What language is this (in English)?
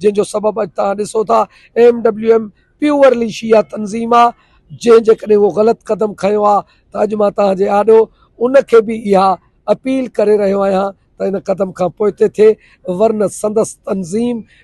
Sindhi